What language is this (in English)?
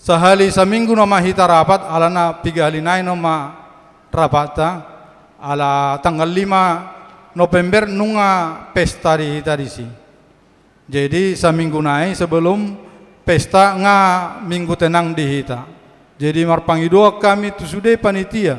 Batak Toba